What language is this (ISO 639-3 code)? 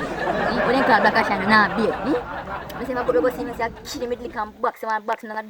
jam